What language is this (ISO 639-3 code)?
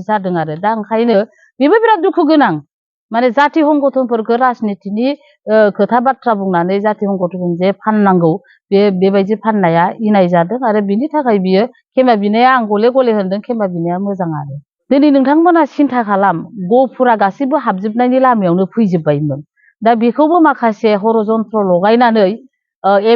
brx